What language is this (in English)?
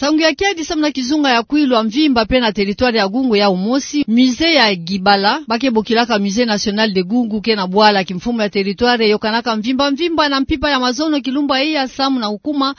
Kituba (Democratic Republic of Congo)